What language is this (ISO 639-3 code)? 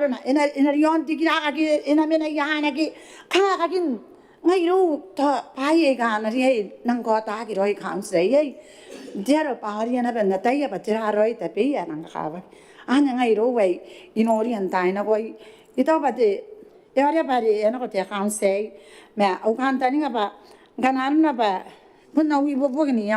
gil